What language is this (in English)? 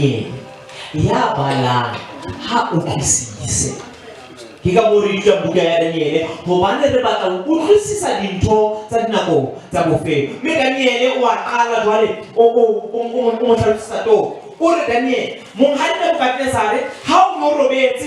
Southern Sotho